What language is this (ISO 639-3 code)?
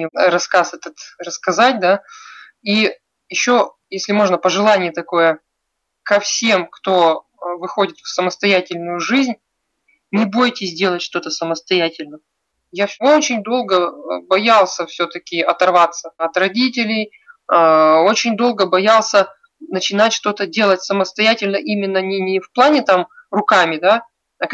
rus